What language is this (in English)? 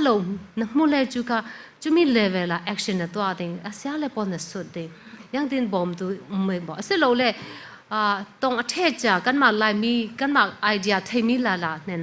Falam Chin